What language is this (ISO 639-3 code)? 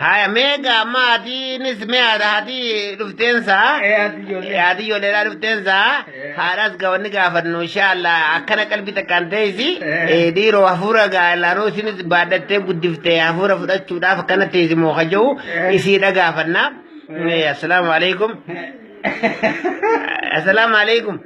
orm